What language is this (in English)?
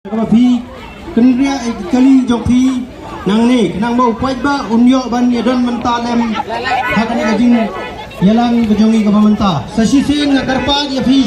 Khasi